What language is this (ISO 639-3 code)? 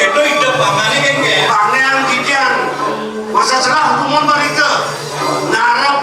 ban